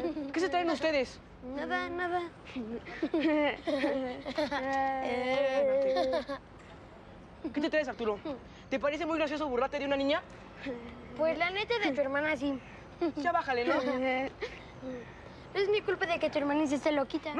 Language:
Spanish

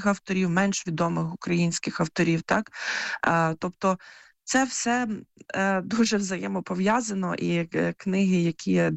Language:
Ukrainian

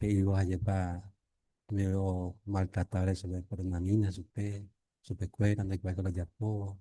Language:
Guarani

